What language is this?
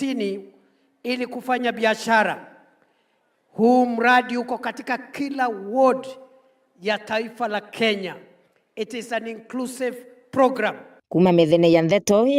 Meru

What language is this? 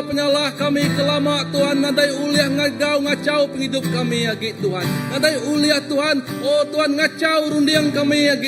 Iban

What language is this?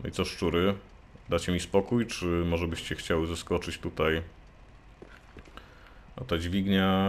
Polish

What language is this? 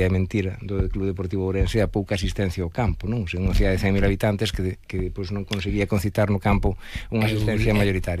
Galician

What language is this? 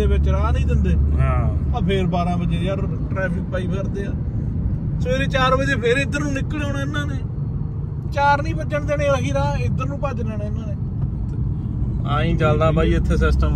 Punjabi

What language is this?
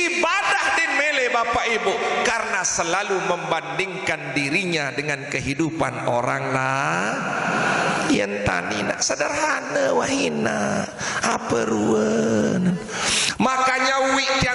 Sasak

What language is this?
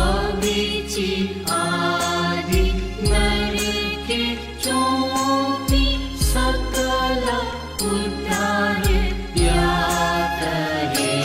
Newari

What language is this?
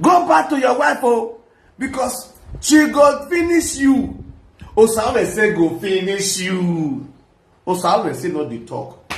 Nigerian Pidgin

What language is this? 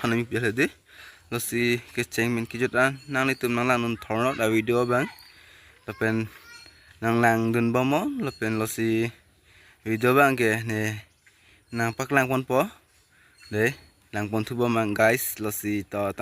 Karbi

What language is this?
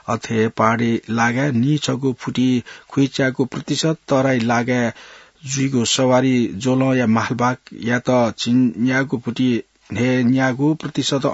Newari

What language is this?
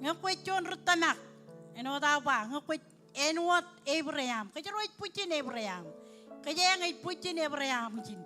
Marshallese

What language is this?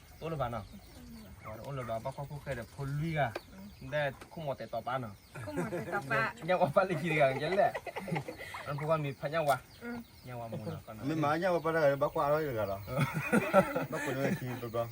S'gaw Karen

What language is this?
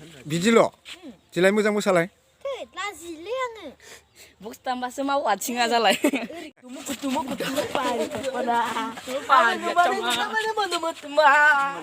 Bodo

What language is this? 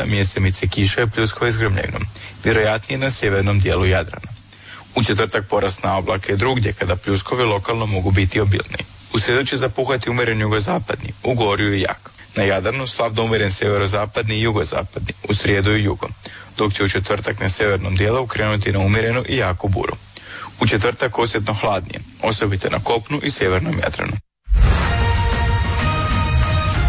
Croatian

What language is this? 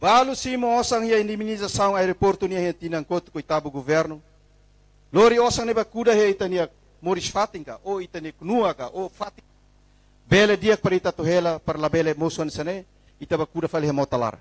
Tetum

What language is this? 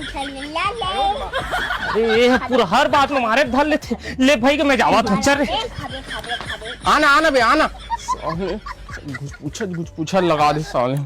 Chhattisgarhi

